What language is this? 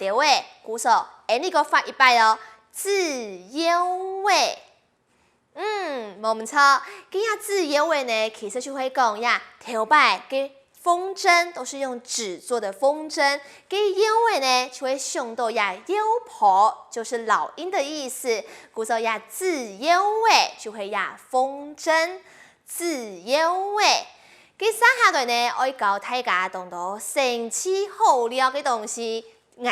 Hakka Chinese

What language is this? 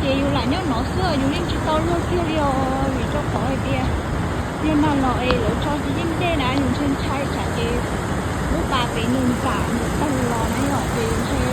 Hmong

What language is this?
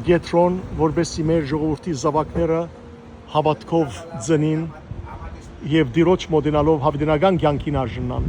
Western Armenian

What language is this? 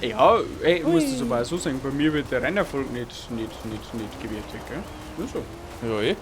Bavarian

